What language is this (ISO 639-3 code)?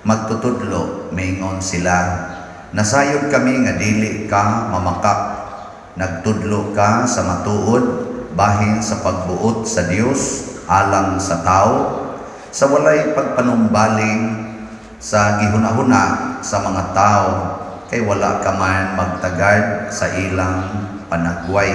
ceb